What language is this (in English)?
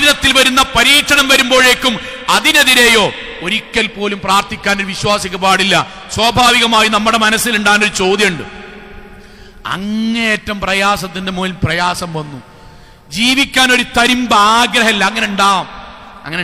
Malayalam